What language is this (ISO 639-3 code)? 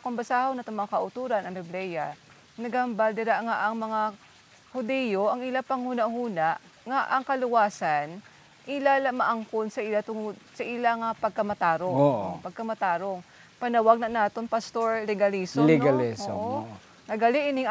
hil